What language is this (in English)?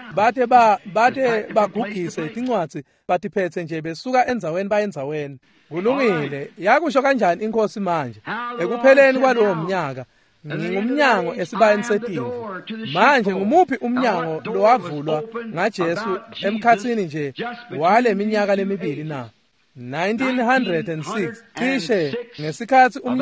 Swati